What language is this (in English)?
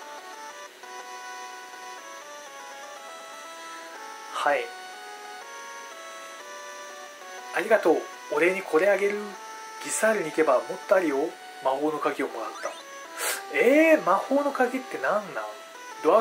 Japanese